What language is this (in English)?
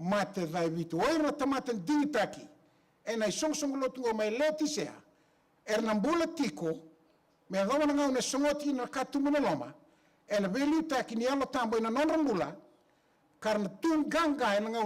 Fijian